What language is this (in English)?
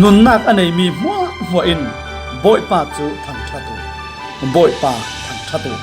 Falam Chin